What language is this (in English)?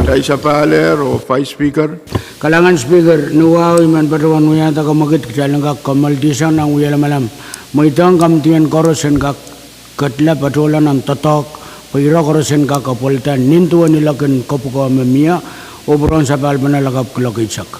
Pohnpeian